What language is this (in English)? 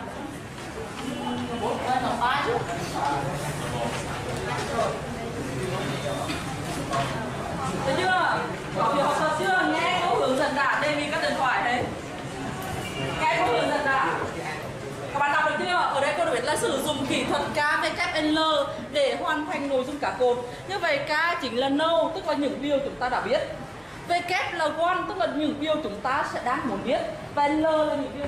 Vietnamese